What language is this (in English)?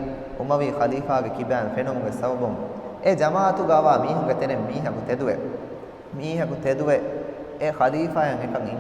Divehi